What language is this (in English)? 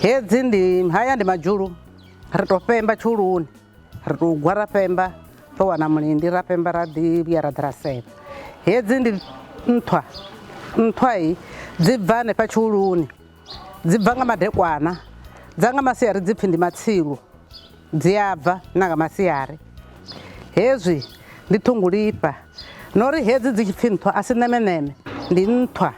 Venda